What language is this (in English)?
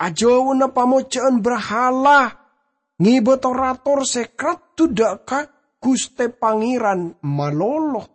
Madurese